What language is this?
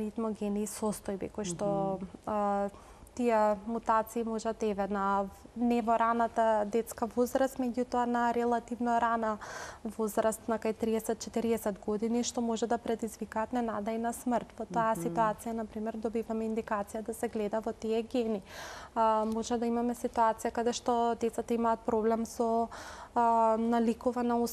Macedonian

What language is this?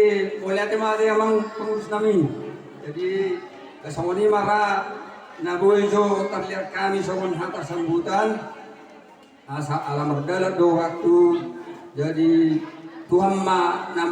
Batak Toba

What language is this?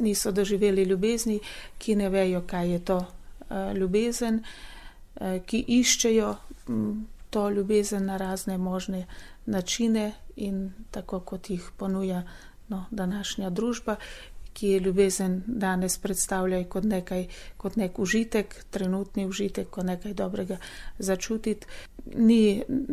Slovenian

